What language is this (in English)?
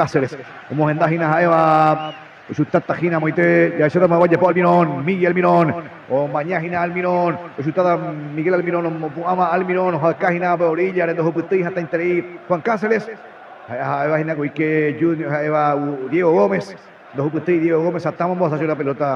Guarani